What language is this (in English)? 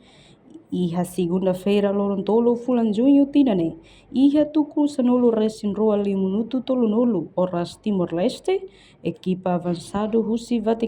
Tetum